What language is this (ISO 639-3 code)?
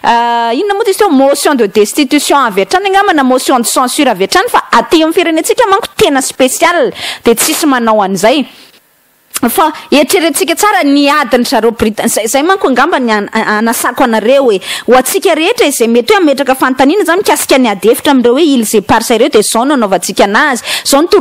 mlg